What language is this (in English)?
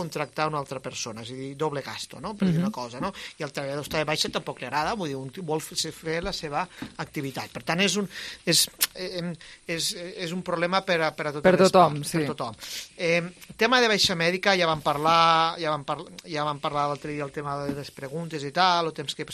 Catalan